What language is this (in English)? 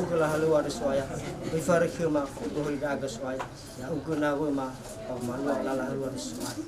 Nias